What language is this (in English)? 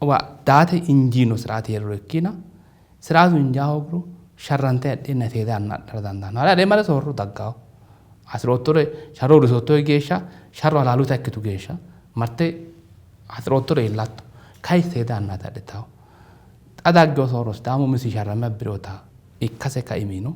Sidamo